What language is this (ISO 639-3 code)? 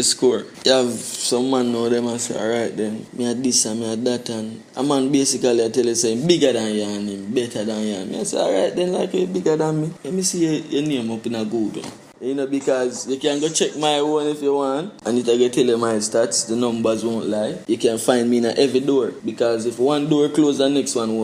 jam